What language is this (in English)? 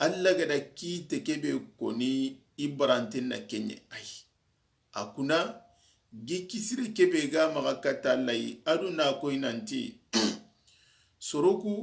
Soninke